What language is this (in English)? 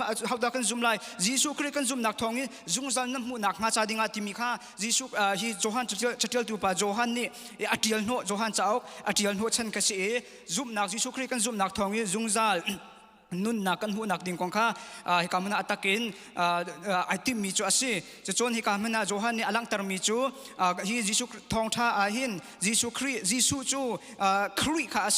Hakha Chin